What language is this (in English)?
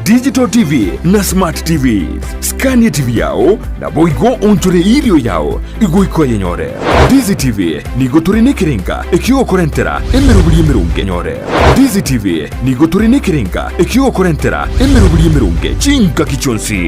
Gusii